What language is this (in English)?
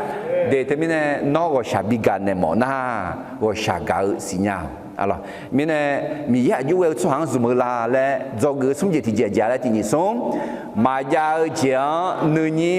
Akha